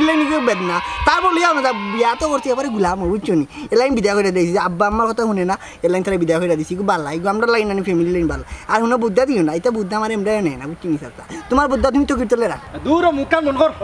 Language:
Sylheti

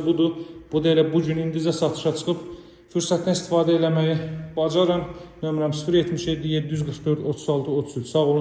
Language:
Azerbaijani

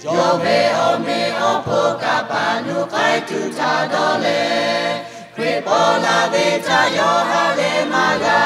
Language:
Lahu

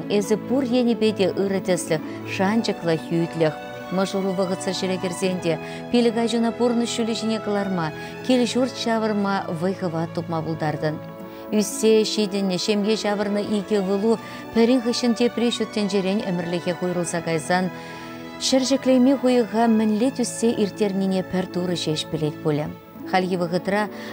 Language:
Chuvash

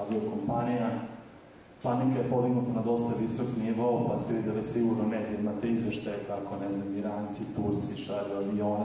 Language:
Serbian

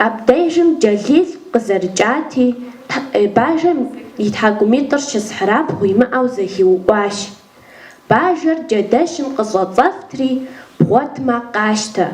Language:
Kabardian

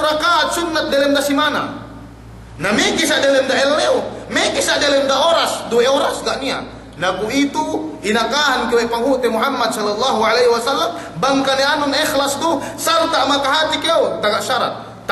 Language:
Yakan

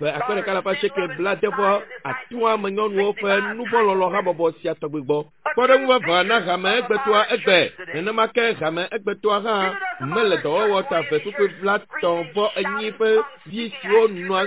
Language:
Ewe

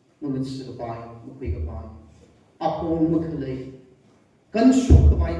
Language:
Tangkhul Naga (India)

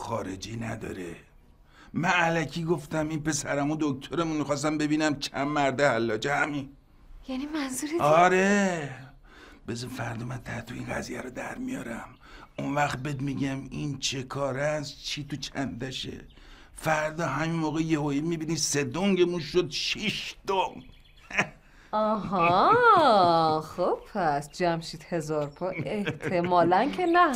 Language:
Persian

